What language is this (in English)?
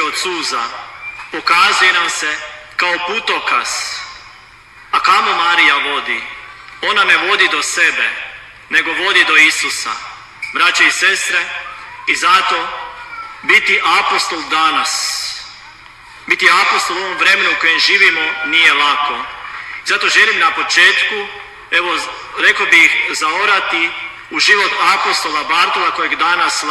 Croatian